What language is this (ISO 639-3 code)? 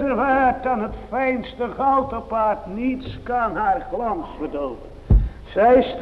nld